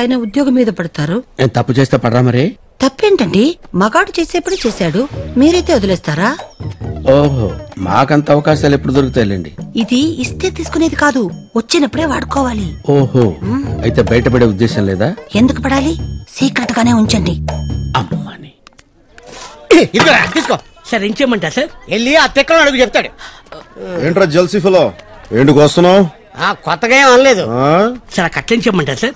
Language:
Telugu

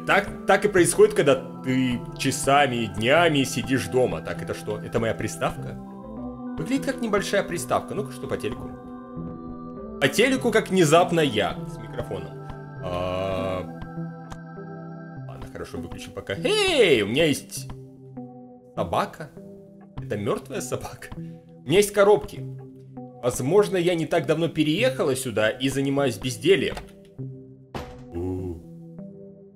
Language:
Russian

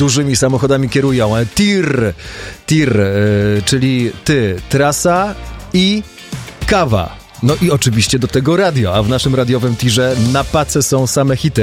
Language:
Polish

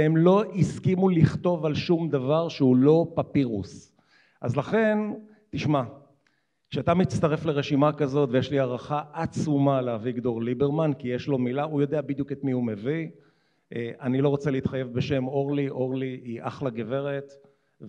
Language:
Hebrew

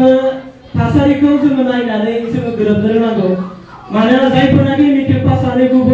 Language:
Bodo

